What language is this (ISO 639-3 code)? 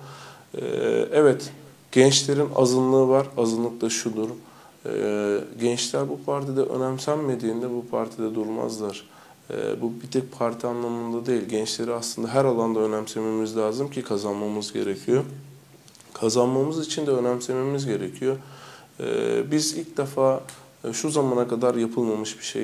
tur